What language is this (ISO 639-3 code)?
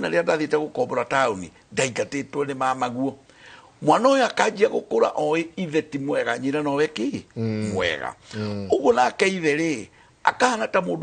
kik